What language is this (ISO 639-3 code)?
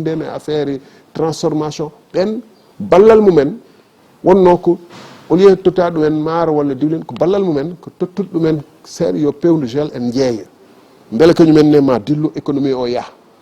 ful